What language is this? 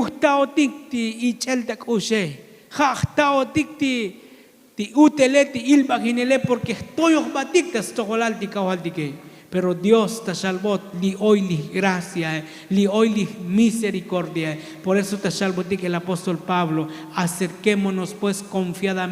Tzotzil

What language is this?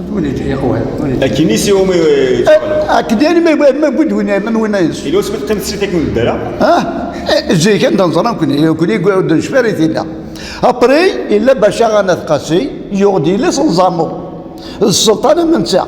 Kabyle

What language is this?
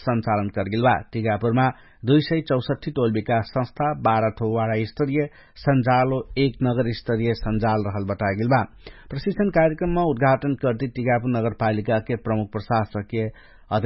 Dangaura Tharu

